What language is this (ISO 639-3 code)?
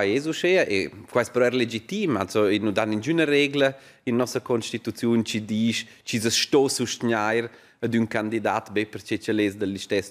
roh